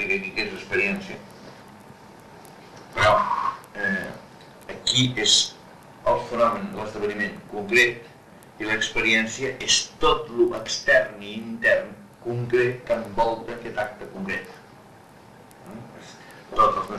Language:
Catalan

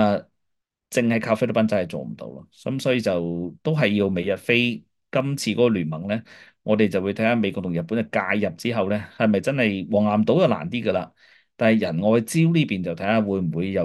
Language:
Cantonese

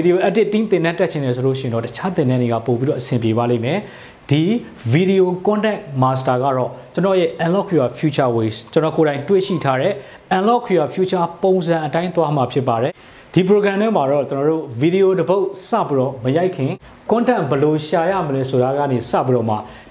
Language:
Burmese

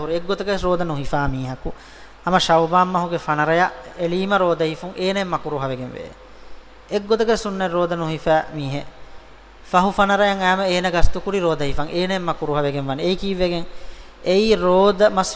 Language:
Divehi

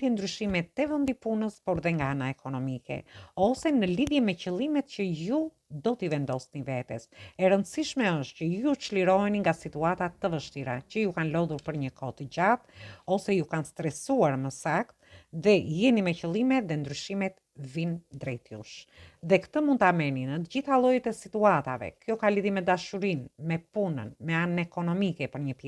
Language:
Albanian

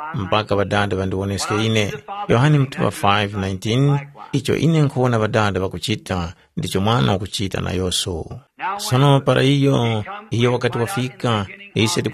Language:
Tumbuka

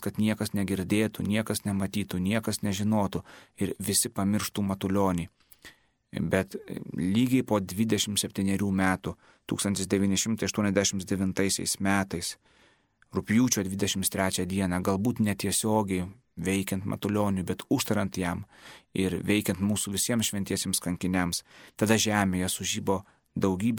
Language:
Lithuanian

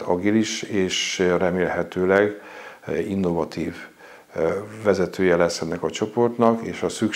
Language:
Hungarian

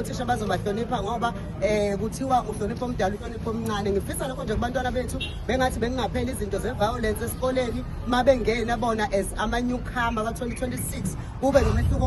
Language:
Zulu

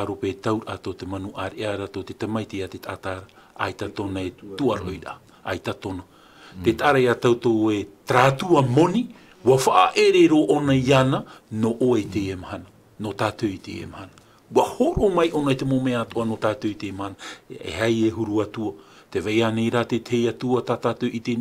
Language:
Tahitian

